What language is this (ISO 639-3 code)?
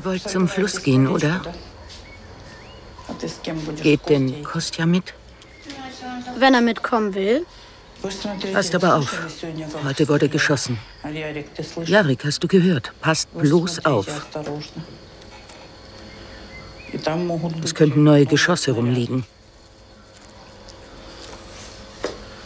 deu